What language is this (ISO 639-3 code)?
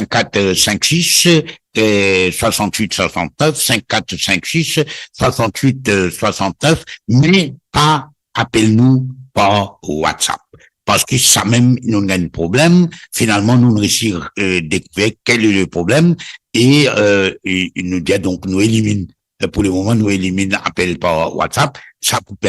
mfe